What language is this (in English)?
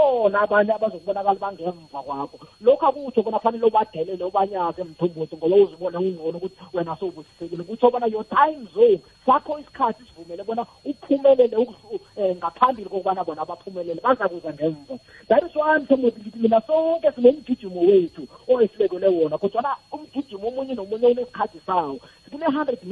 South Ndebele